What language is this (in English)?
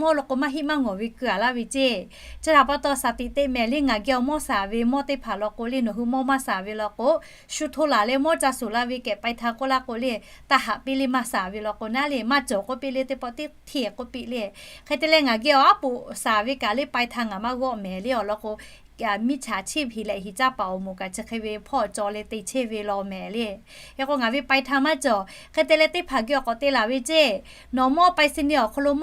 Lahu